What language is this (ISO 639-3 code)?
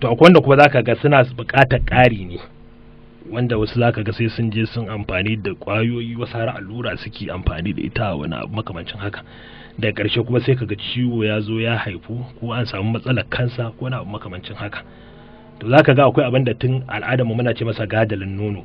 hau